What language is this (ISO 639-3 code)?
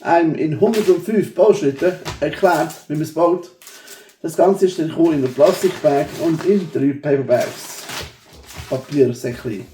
gsw